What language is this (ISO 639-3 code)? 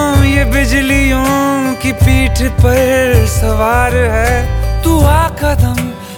hin